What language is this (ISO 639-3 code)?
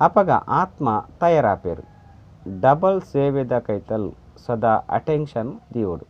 tcy